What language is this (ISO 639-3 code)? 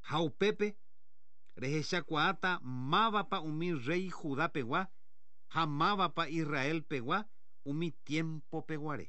grn